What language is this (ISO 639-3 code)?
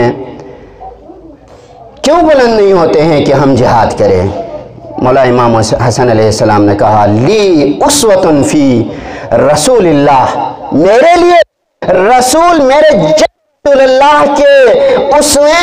urd